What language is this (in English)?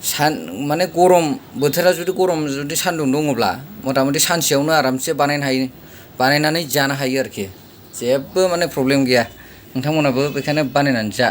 Bodo